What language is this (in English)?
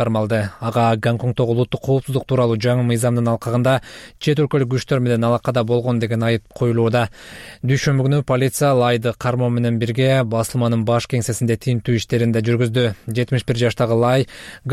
Kyrgyz